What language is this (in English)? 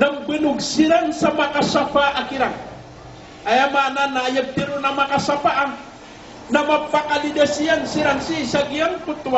Maranao